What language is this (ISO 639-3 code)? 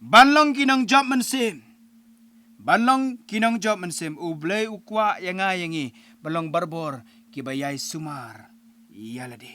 kha